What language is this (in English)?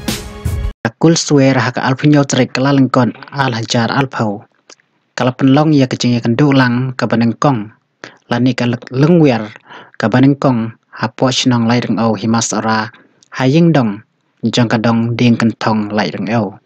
Khasi